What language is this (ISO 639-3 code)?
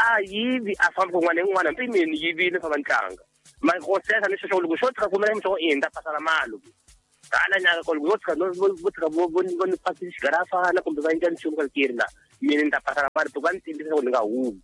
tso